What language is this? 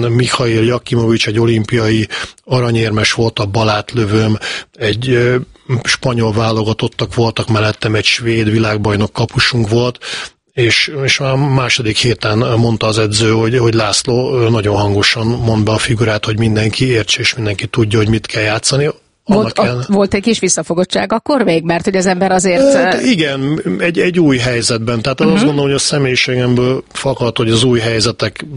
Hungarian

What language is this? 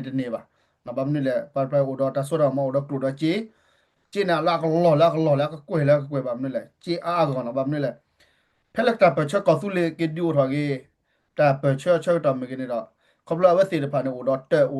S'gaw Karen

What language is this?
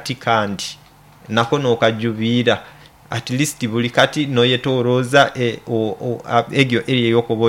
Nyoro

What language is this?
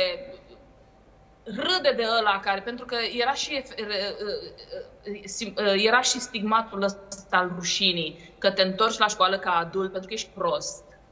Romanian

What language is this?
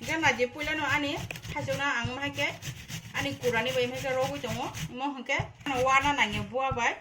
Kok Borok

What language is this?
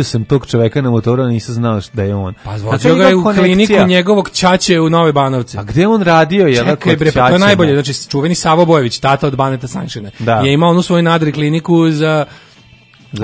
Serbian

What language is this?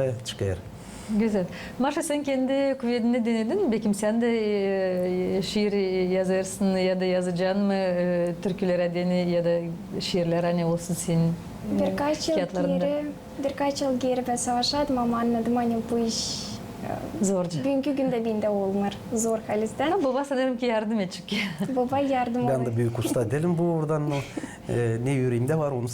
Gagauz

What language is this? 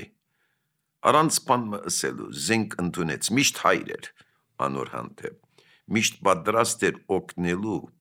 Armenian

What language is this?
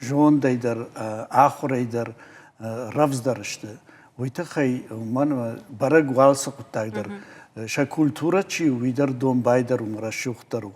Ossetic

